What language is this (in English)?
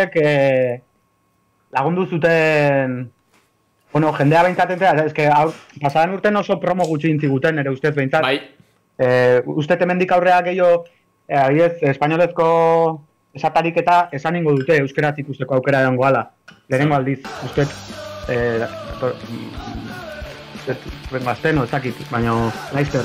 Basque